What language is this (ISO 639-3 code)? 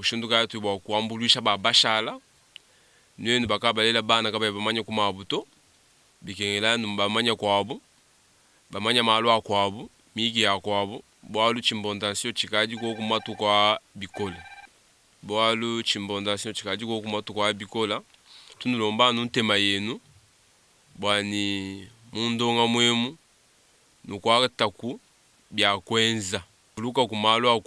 lua